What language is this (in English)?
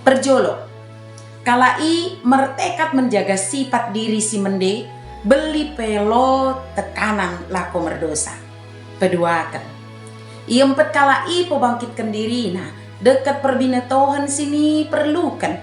Batak Dairi